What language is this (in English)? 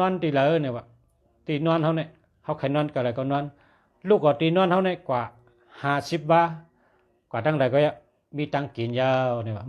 Shan